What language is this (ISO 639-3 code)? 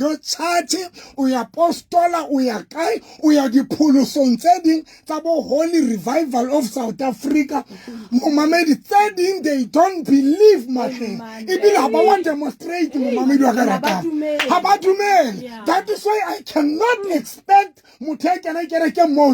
sot